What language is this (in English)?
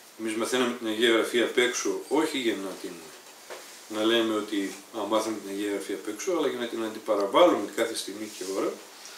Greek